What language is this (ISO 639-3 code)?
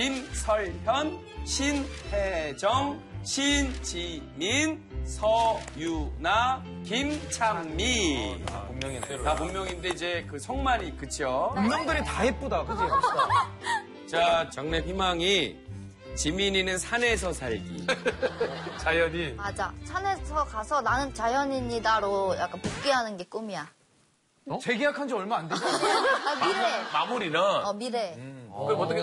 kor